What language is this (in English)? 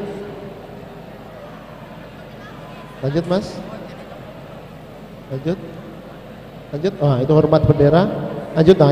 Indonesian